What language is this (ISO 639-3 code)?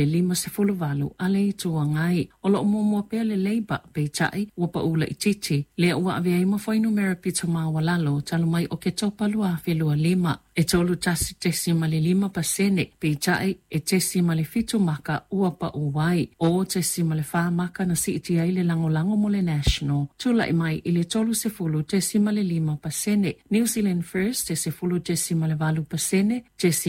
smo